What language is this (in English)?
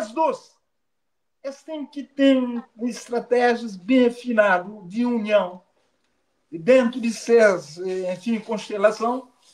Kabuverdianu